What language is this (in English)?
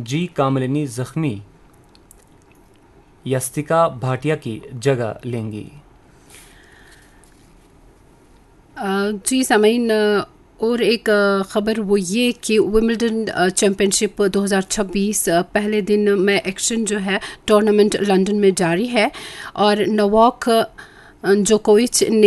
Hindi